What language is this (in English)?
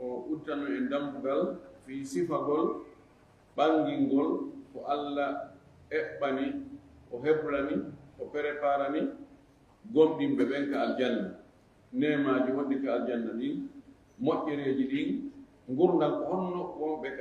Fula